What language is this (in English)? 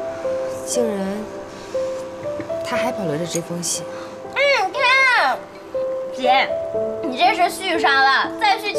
Chinese